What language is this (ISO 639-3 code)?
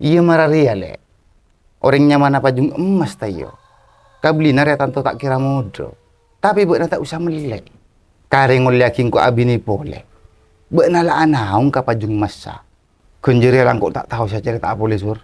mad